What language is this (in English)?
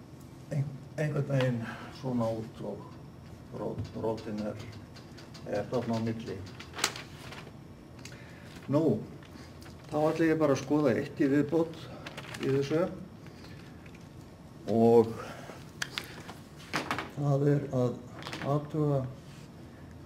Icelandic